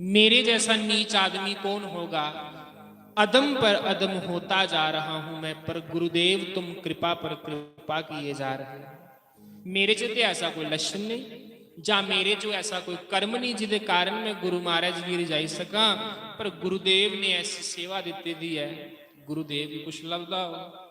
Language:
Dogri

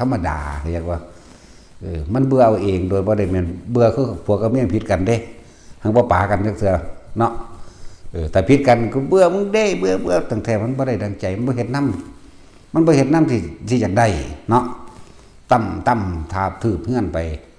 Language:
Northeastern Thai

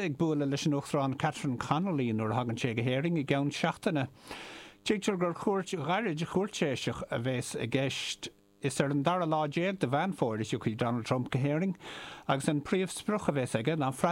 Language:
Irish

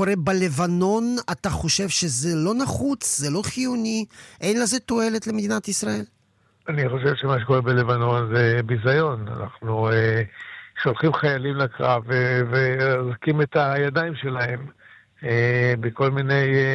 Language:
Hebrew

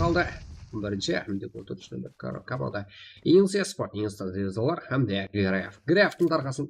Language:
Kara-Kalpak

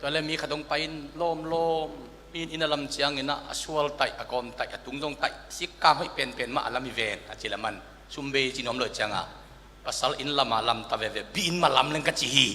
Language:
Tedim Chin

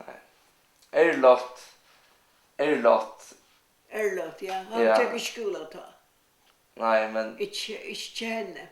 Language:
Faroese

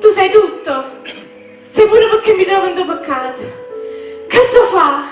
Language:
Neapolitan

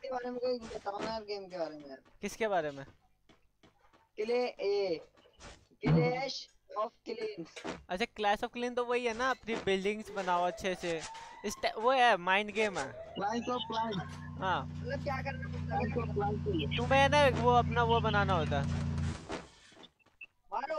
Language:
Hindi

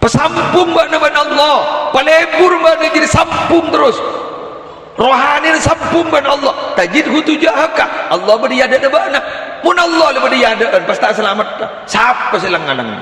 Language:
Madurese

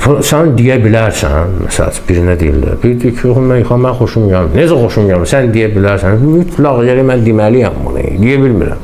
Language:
Azerbaijani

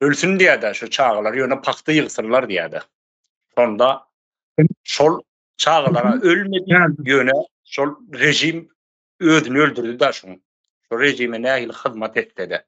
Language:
Turkmen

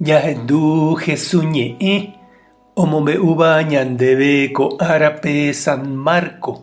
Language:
Guarani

